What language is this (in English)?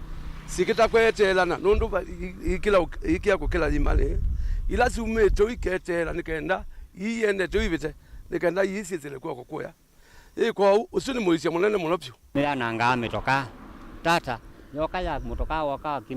Kamba